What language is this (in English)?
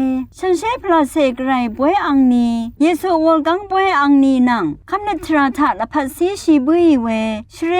Rawang